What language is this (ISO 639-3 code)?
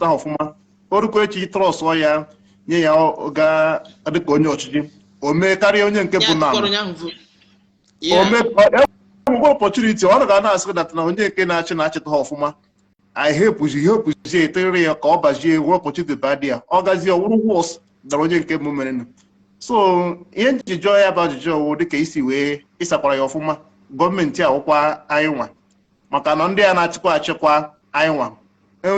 ibo